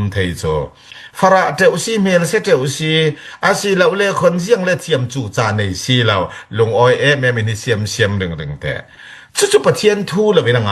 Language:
Falam Chin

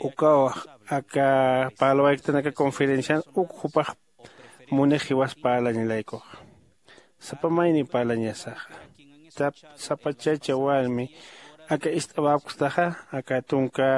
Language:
Aymara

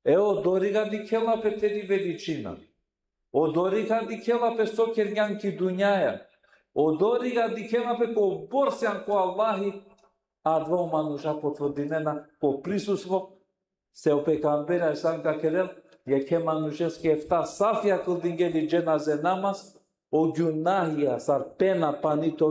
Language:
Balkan Romani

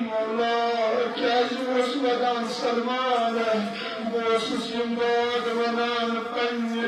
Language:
Kashmiri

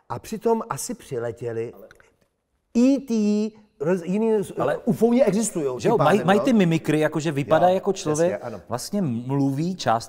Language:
Czech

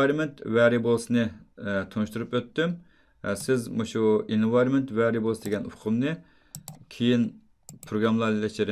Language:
Uyghur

